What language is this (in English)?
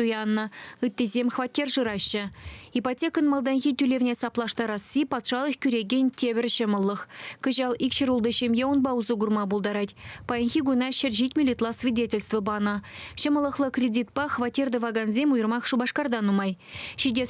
Chuvash